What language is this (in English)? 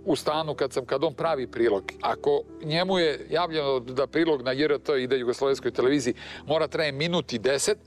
Serbian